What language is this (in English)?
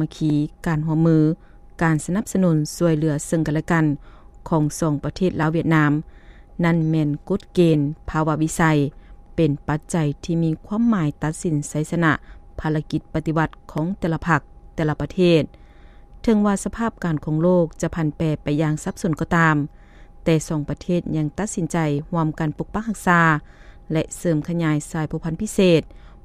Lao